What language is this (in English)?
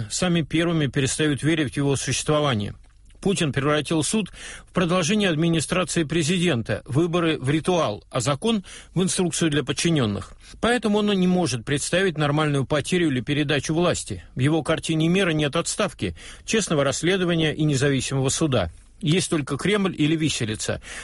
Russian